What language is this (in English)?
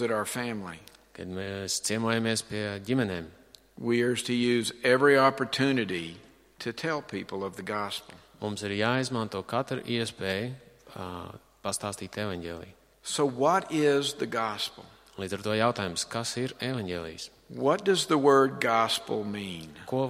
Latvian